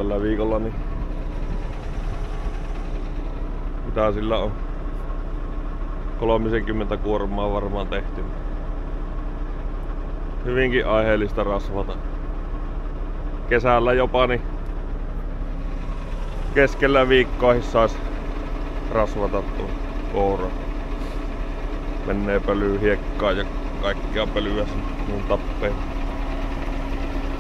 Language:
Finnish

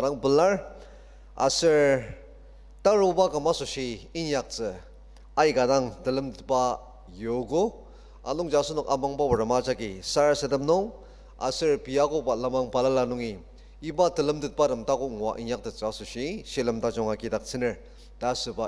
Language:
Ao Naga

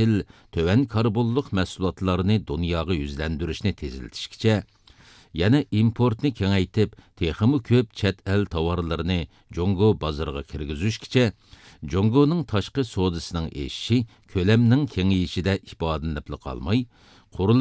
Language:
Uyghur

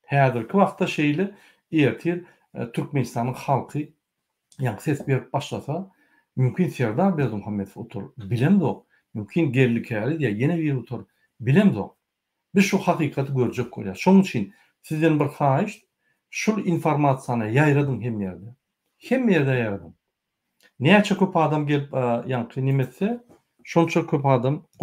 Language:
Turkmen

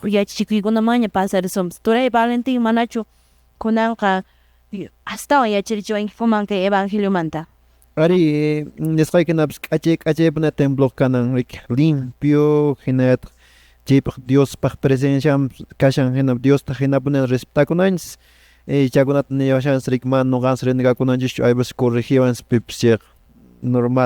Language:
Quechua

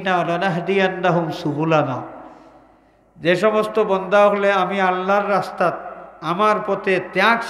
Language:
Sylheti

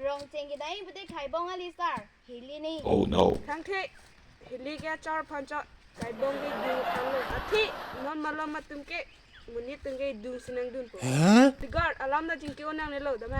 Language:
Karbi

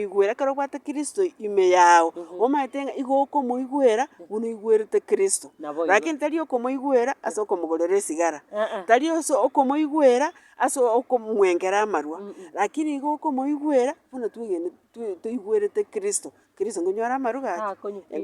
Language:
Gusii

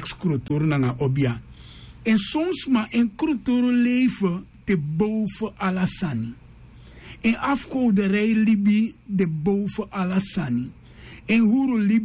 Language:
Sranan Tongo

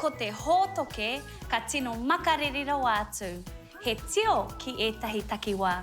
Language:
Māori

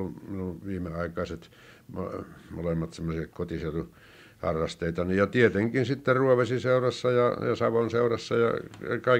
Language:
Finnish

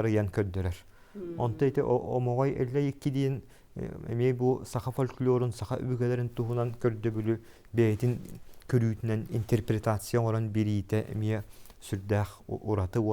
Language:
Yakut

